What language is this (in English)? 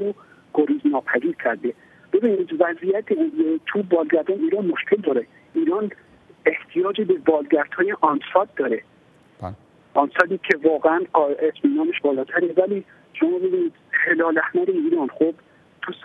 Persian